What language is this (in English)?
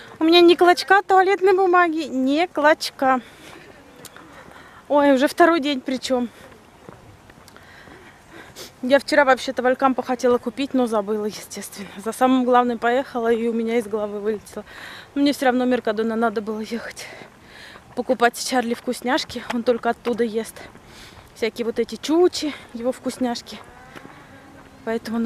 Russian